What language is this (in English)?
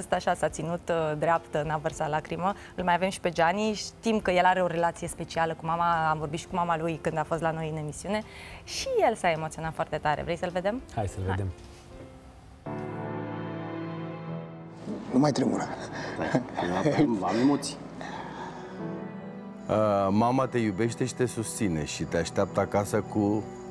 Romanian